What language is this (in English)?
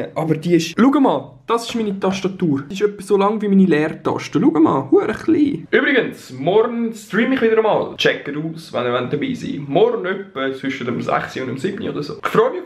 Swiss German